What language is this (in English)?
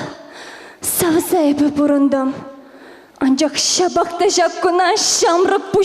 Chuvash